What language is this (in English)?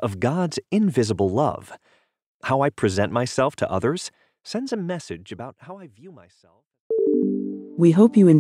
English